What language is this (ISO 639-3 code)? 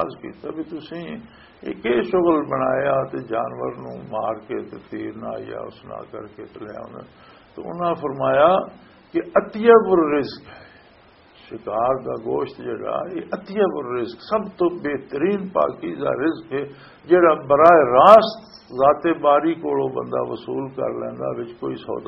lah